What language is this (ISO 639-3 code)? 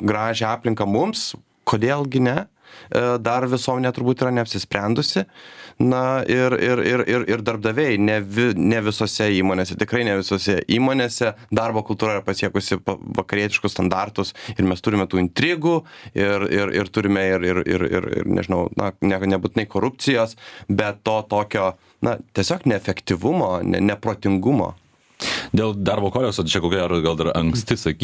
lit